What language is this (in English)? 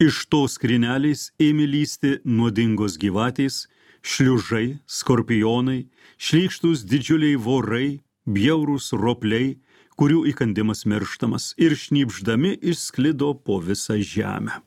Lithuanian